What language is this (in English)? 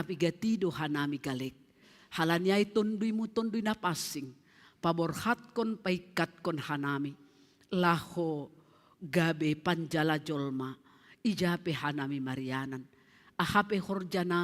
Batak Simalungun